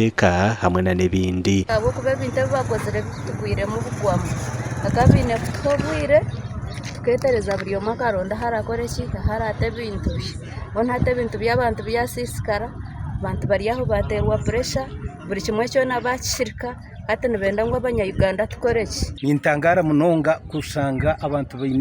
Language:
Nyankole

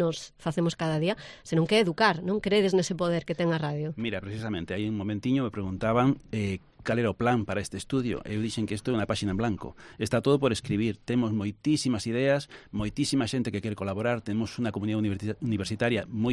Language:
Galician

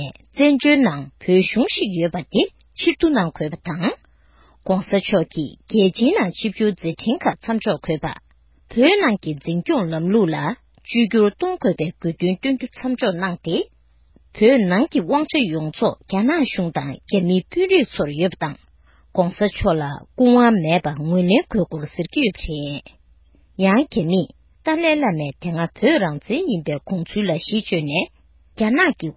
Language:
Tibetan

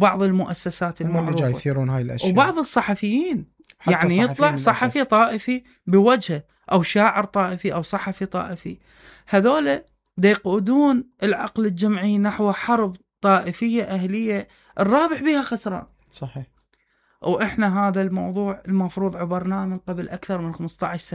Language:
Mesopotamian Arabic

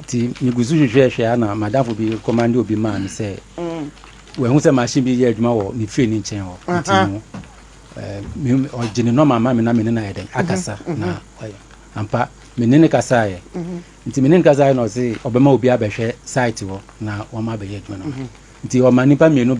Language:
Akan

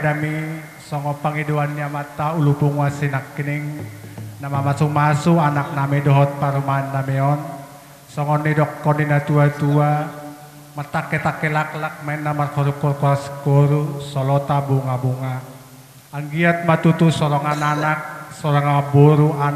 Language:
Batak Toba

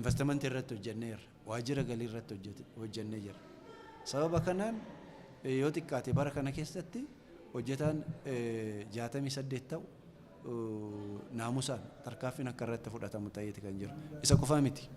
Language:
Oromo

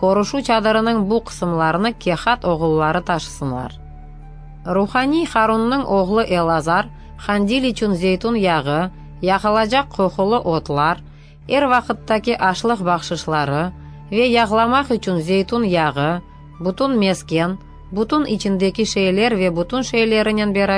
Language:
Crimean Tatar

